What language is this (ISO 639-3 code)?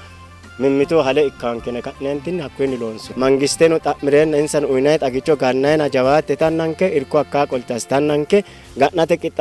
sid